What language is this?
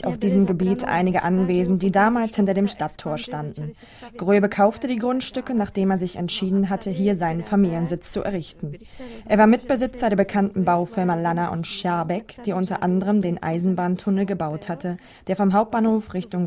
German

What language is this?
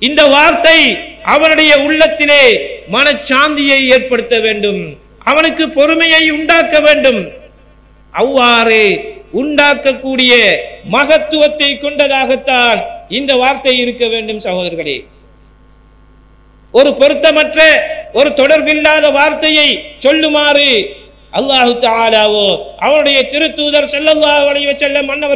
Tamil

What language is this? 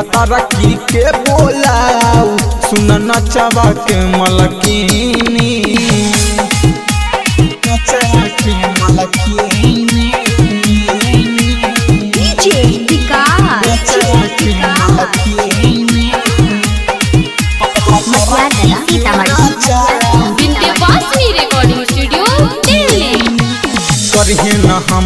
Magahi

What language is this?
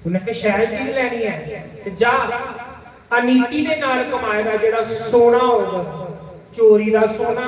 Dogri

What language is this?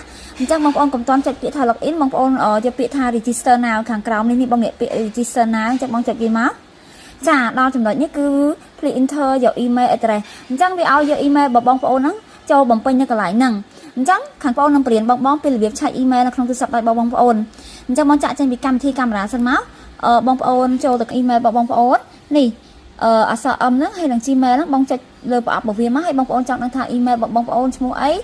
Khmer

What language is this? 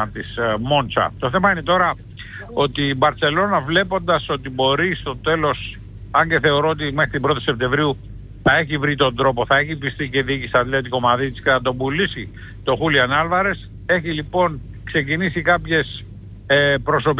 Greek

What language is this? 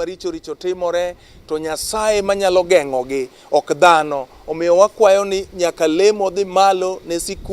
Luo (Kenya and Tanzania)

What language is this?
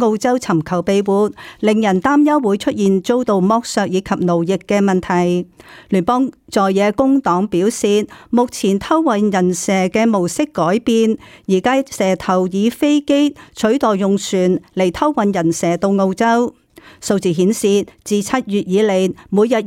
Cantonese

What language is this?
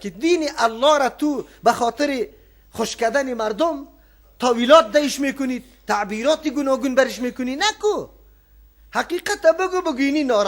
Persian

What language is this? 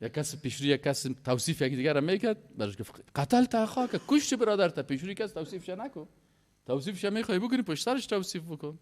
Persian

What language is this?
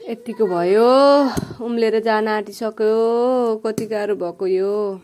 Nepali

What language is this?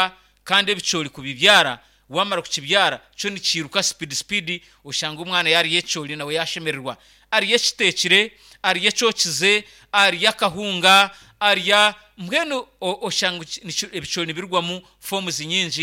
Nyankole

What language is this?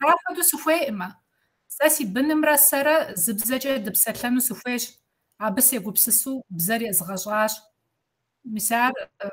Kabardian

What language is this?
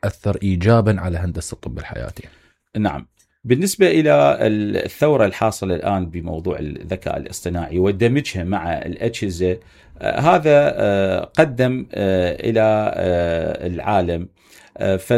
Mesopotamian Arabic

